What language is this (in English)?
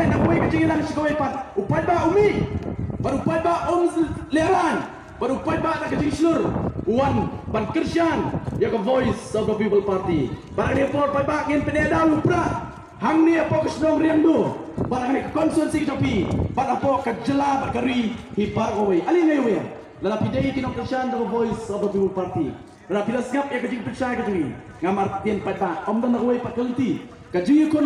Khasi